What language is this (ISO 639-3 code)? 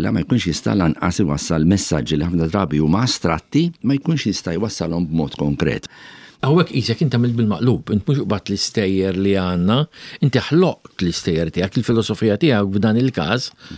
mlt